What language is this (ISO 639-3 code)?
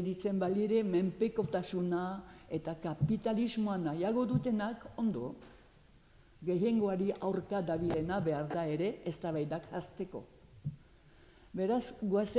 eus